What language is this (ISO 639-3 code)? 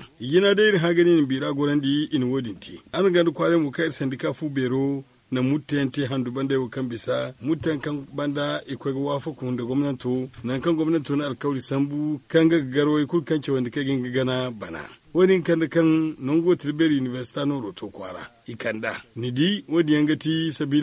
dje